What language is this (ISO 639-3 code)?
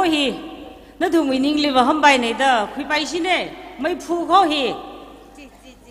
nmf